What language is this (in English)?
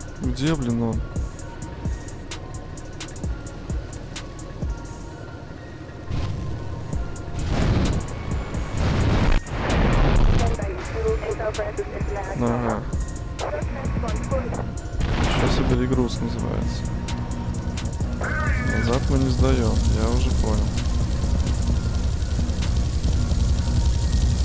Russian